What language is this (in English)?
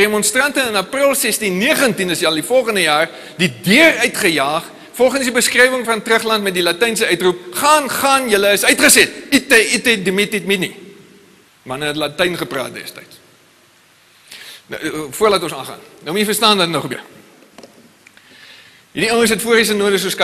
Afrikaans